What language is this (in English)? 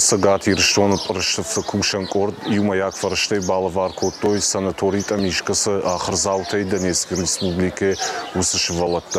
Ossetic